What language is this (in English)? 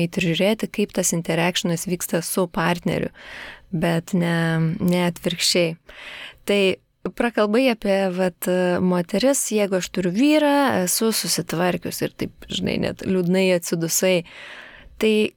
Lithuanian